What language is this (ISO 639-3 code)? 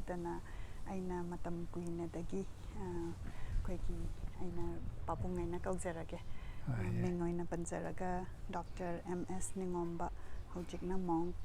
mni